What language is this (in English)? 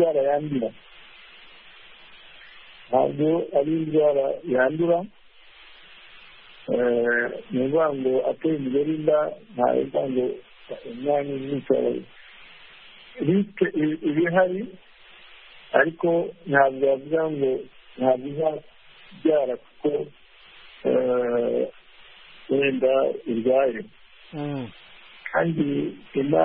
Kinyarwanda